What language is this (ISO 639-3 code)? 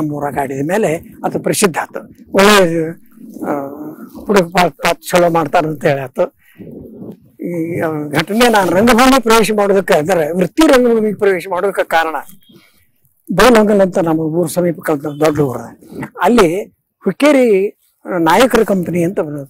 kan